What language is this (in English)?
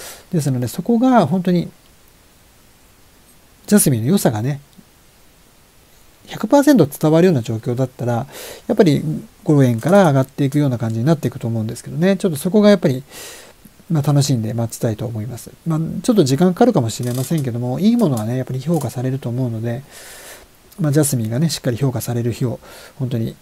Japanese